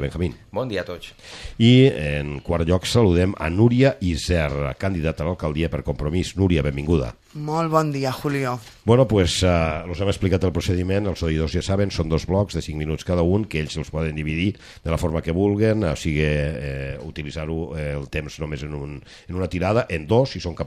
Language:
Catalan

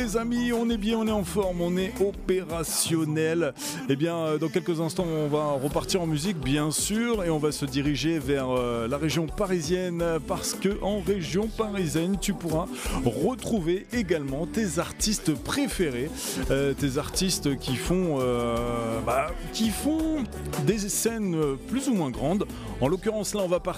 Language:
French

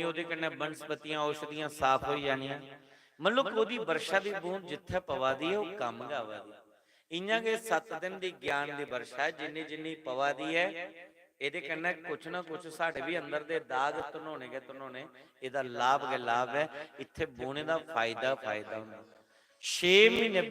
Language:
Dogri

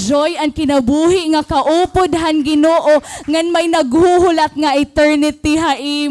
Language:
Waray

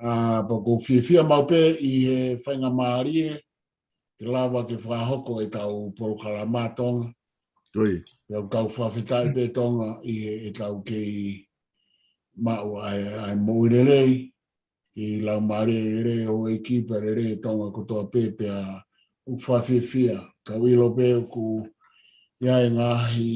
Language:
Tongan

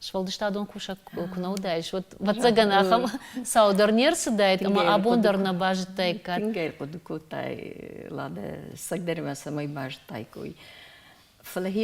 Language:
Ossetic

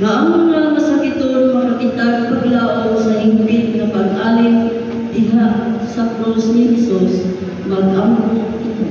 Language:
Cebuano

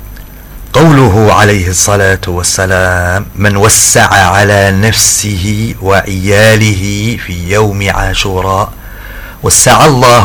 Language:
Arabic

